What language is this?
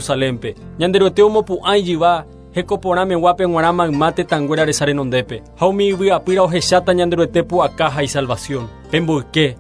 Guarani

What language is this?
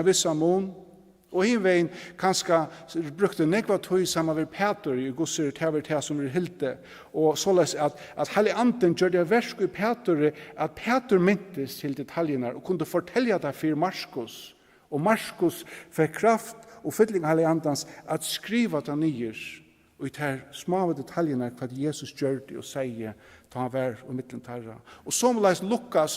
Faroese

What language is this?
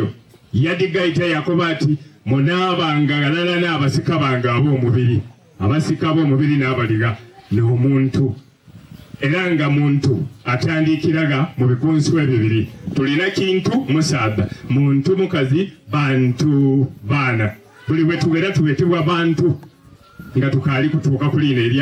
Soga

